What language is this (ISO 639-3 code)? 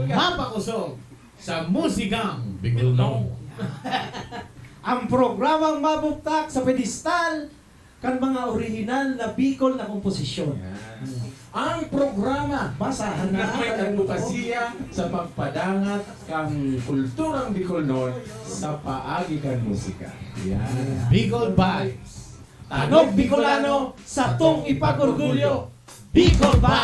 bik